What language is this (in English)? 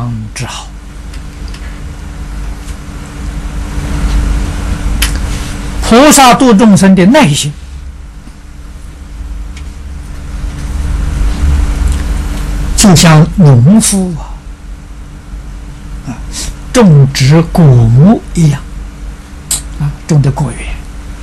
Chinese